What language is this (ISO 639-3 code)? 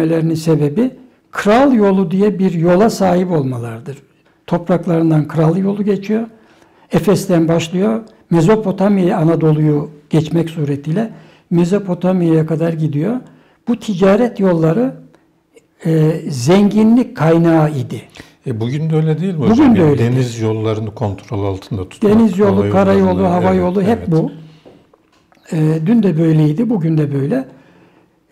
tur